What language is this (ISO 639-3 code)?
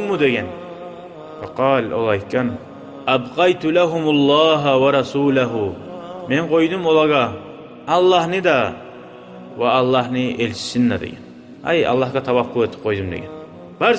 kum